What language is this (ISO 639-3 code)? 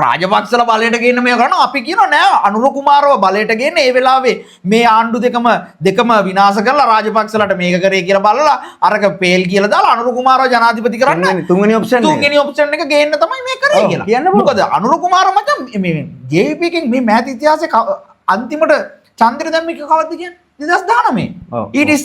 sin